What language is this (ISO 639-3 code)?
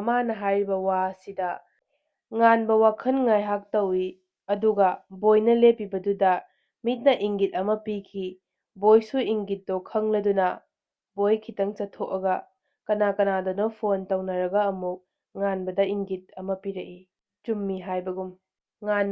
mni